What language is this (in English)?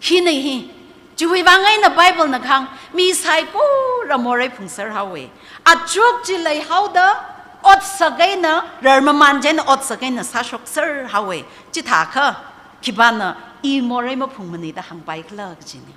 Tangkhul Naga (India)